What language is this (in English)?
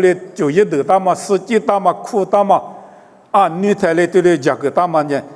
Lisu